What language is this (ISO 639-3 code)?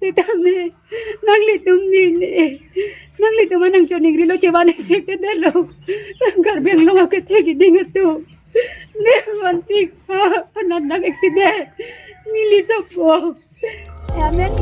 mjw